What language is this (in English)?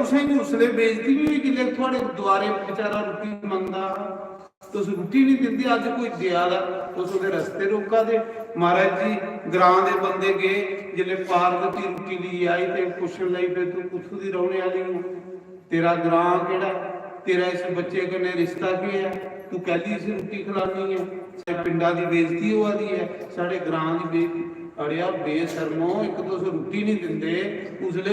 Dogri